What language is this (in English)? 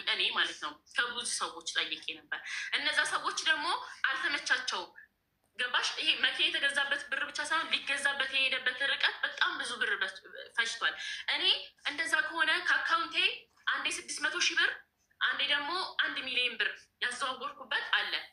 Amharic